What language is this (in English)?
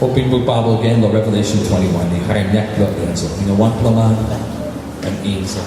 Tok Pisin